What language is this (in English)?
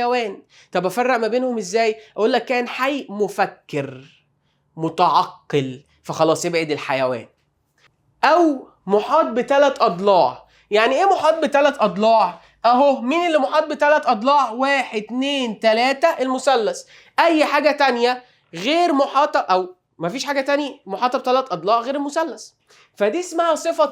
Egyptian Arabic